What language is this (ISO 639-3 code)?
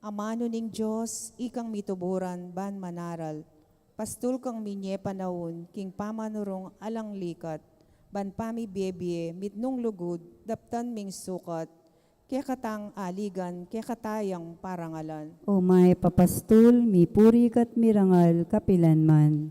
pam